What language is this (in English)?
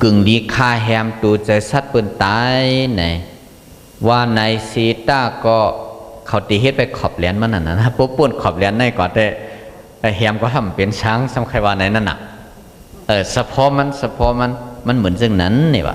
Shan